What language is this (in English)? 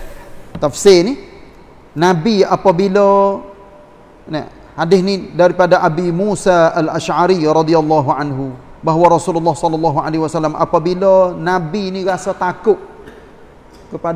Malay